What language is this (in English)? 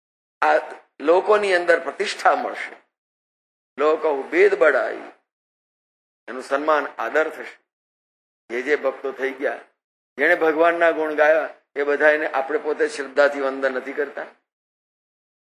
Gujarati